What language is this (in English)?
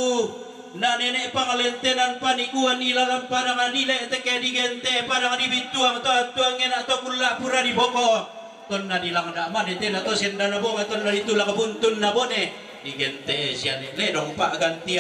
Toraja-Sa'dan